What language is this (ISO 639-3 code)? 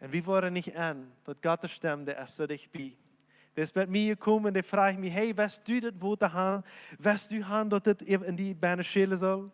pdt